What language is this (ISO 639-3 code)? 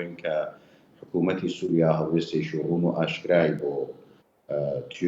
ckb